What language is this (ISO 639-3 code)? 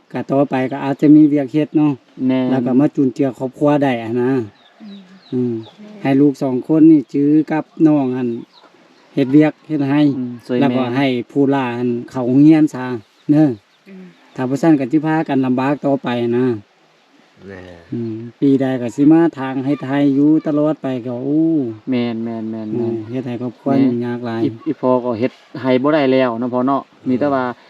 lao